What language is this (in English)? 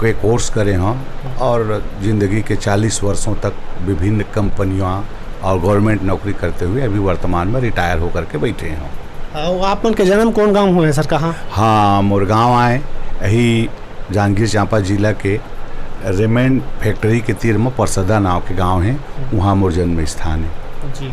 Chhattisgarhi